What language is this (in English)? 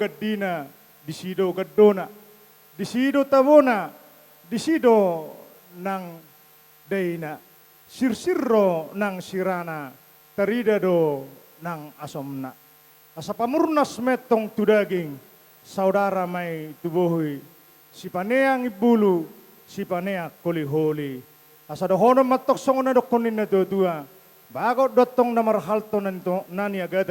Batak Toba